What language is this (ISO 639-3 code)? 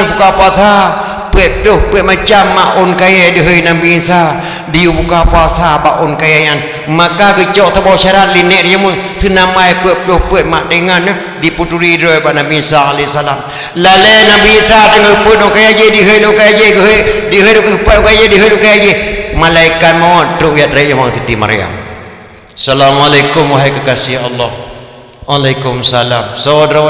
ace